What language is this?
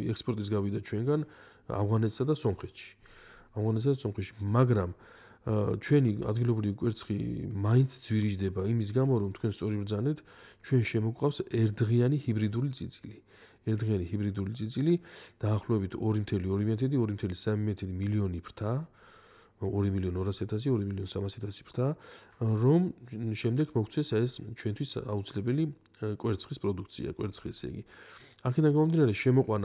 Georgian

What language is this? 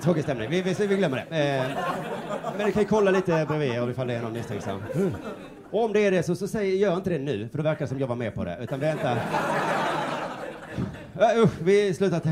Swedish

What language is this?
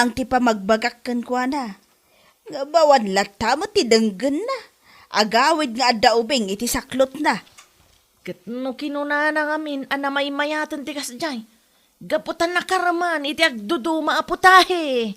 Iloko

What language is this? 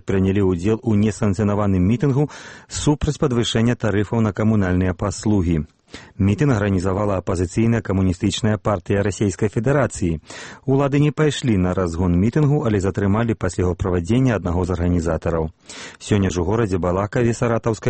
Belarusian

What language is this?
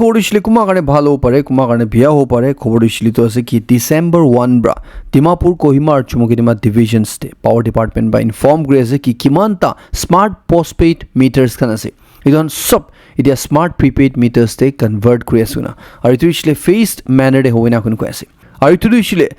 Naga Pidgin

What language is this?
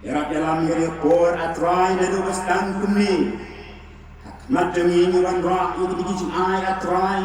Khasi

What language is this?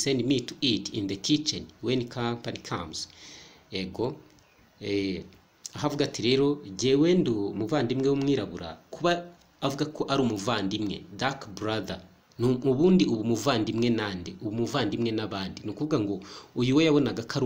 Kinyarwanda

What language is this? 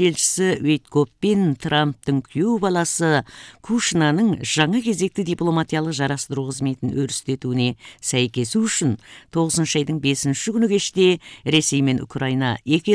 Kazakh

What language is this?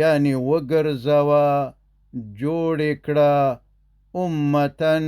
Pashto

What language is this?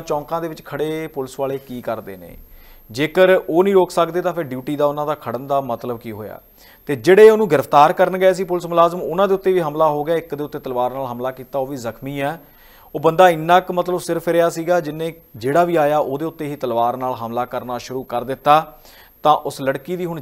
Punjabi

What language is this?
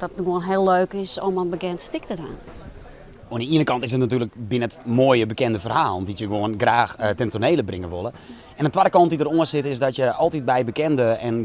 Western Frisian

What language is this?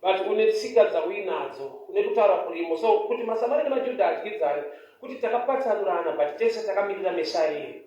Shona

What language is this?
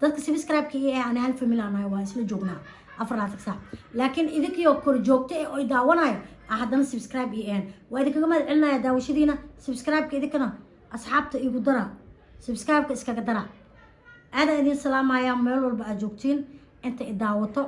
Somali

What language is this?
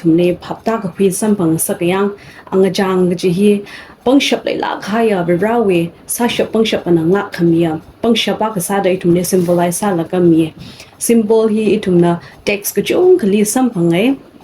Tangkhul Naga (India)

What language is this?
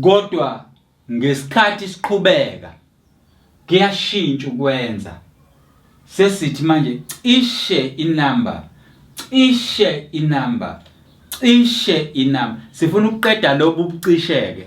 Zulu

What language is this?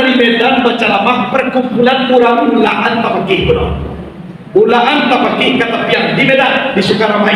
Minangkabau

